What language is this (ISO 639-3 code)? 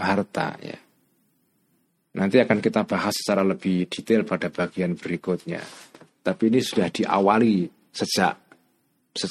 ind